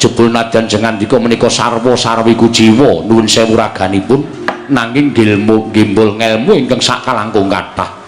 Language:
Javanese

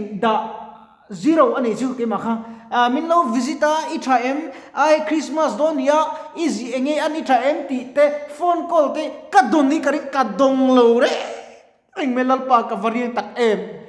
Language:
Mizo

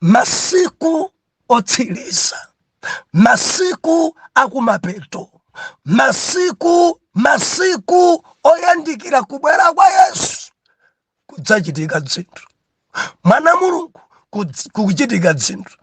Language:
Nyanja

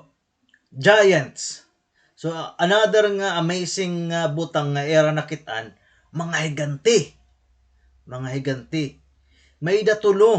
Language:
Waray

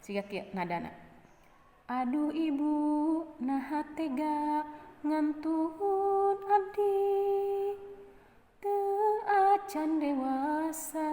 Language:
Sundanese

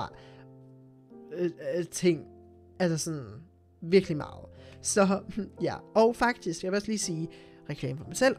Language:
Danish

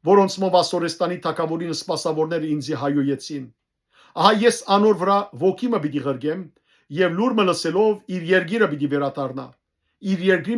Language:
Western Armenian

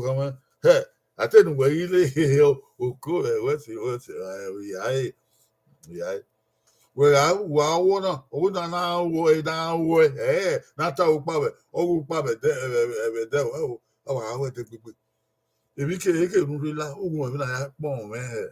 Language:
Bini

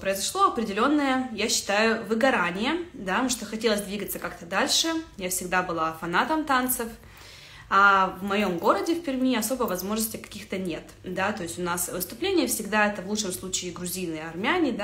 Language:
Russian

